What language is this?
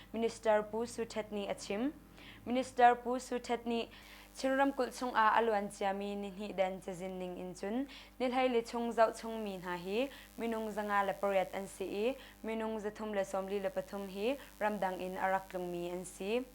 Hakha Chin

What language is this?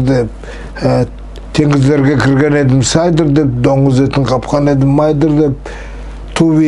Nogai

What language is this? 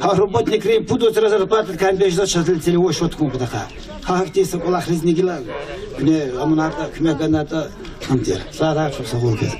Lezghian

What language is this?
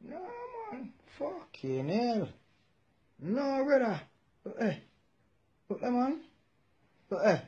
Jamaican Creole English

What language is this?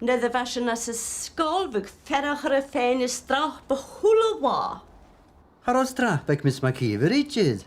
Scottish Gaelic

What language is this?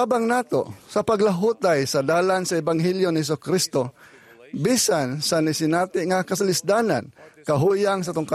Cebuano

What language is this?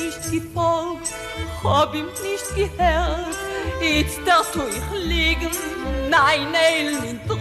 Yiddish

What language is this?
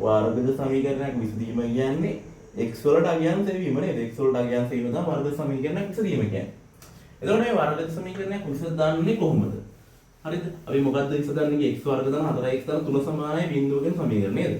Sinhala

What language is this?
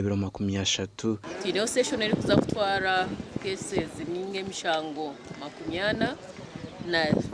Nyankole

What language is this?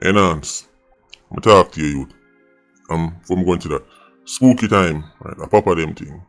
Jamaican Creole English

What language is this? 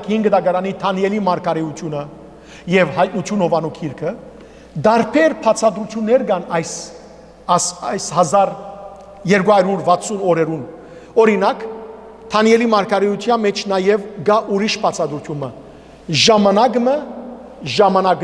Western Armenian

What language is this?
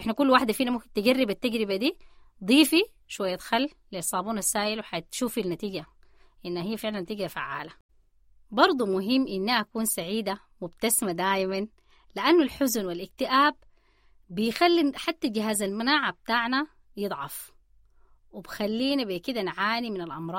Sudanese Arabic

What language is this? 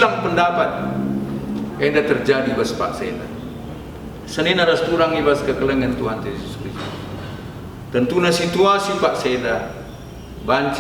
Batak Karo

